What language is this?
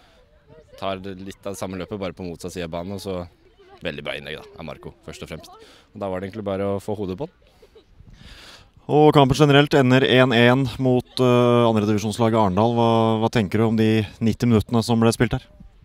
Norwegian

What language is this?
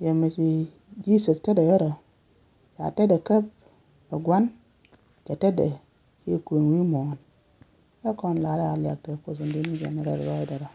Nuer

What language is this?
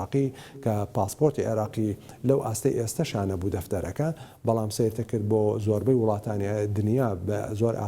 Central Kurdish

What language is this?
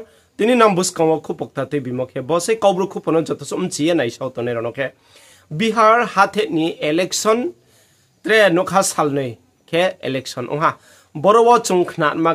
Riang (India)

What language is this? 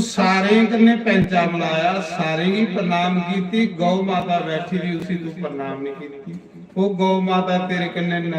Dogri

